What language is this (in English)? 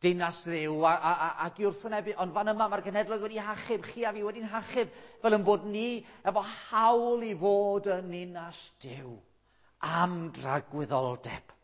Welsh